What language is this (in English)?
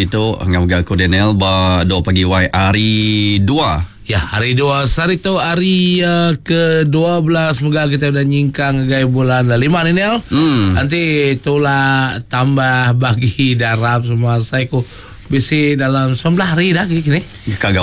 Iban